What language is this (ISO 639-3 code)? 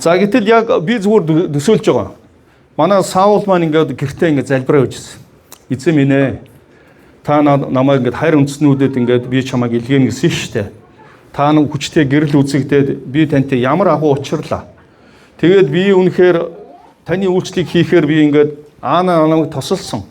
mon